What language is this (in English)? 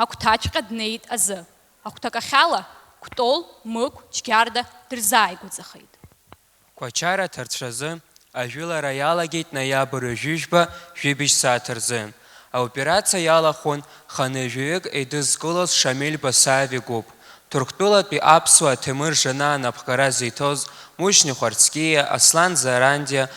Abkhazian